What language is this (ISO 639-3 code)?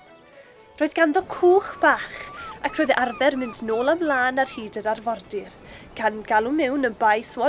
cym